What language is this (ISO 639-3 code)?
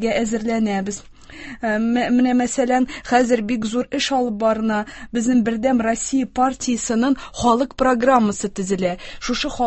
tat